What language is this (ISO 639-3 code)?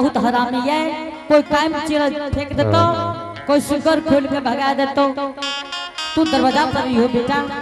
anp